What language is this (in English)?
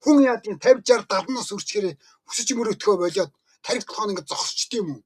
Mongolian